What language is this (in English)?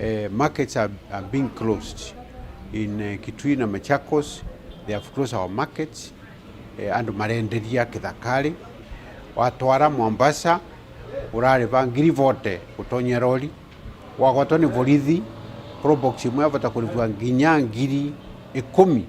Meru